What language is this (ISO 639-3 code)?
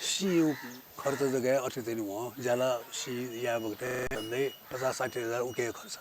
new